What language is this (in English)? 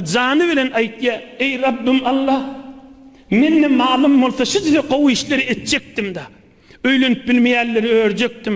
Turkmen